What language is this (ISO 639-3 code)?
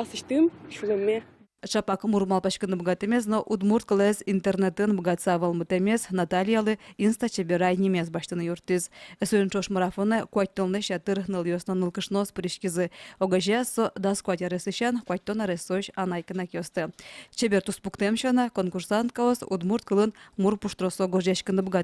udm